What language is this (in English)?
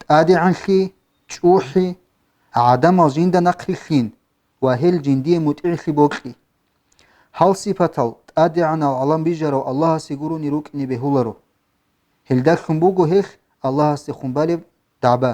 Avaric